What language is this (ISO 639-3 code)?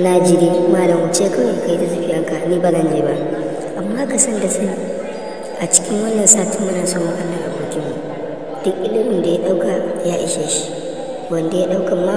hau